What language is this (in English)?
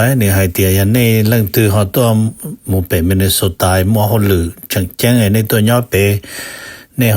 Hmong